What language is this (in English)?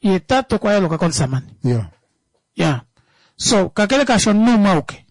Kuanyama